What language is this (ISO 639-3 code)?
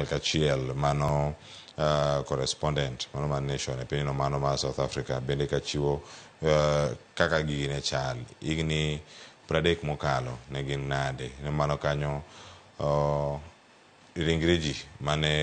luo